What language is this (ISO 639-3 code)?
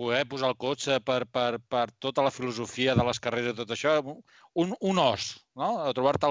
cat